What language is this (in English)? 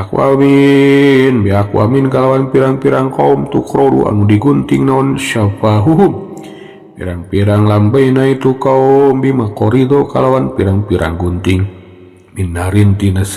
Sundanese